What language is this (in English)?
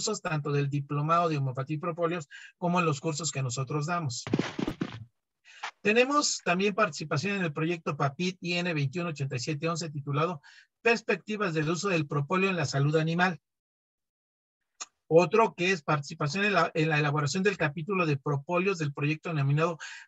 Spanish